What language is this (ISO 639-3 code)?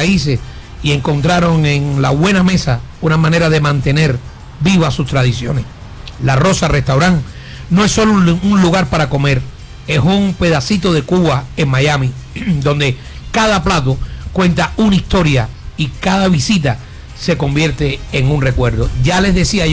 spa